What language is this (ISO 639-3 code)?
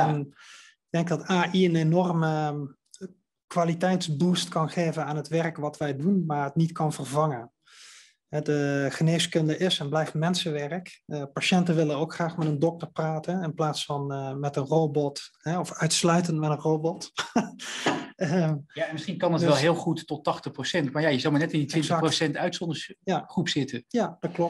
nld